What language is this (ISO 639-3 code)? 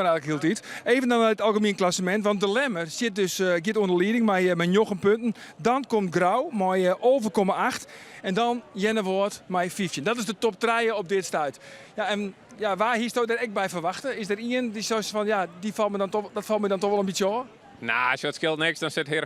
fry